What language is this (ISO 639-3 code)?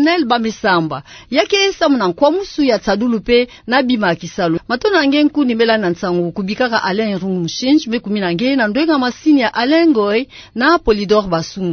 ktu